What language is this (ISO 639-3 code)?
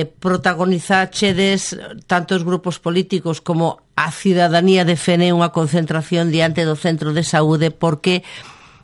glg